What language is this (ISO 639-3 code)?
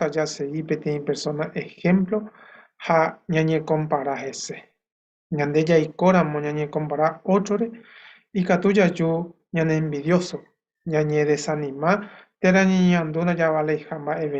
grn